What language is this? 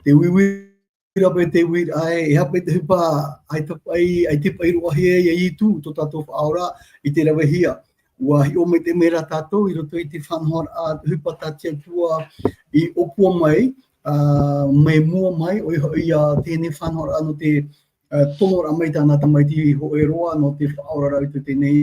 Tahitian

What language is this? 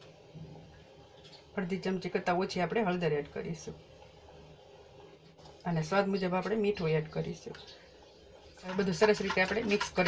Gujarati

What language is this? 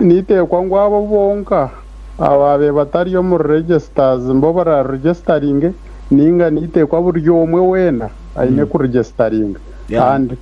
Nyankole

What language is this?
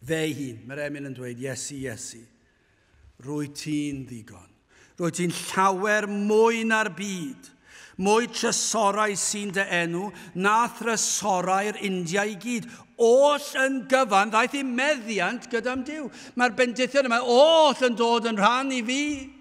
Welsh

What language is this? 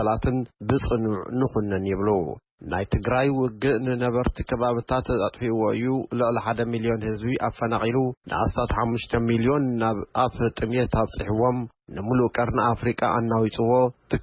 Tigrinya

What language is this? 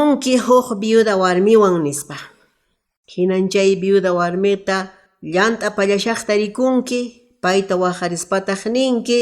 Quechua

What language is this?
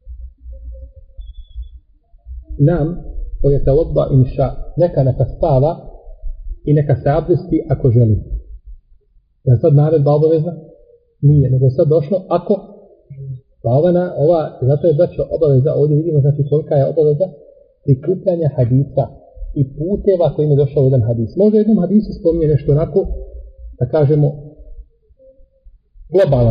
Bosnian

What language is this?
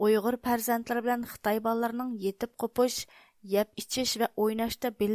Uyghur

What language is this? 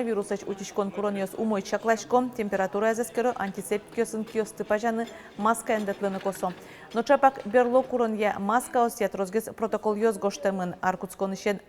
Udmurt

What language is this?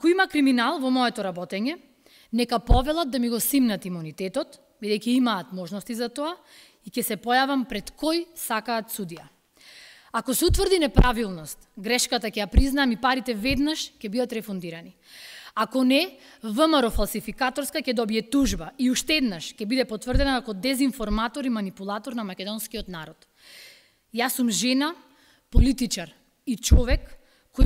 Macedonian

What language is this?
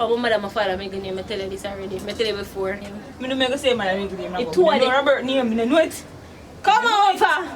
Jamaican Creole English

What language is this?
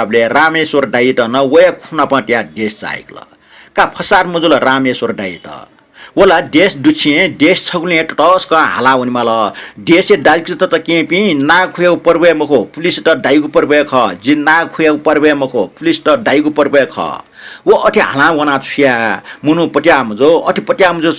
Newari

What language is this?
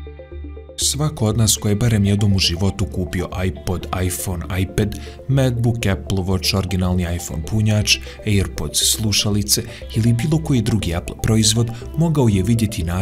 Bosnian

